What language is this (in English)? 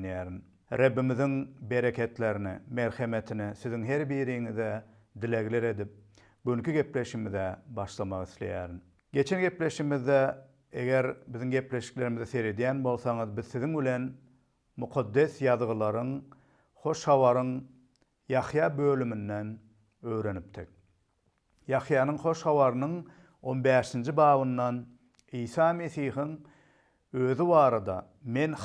Turkmen